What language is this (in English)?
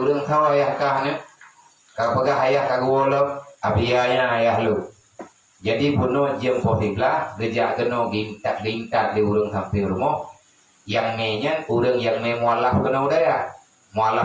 Achinese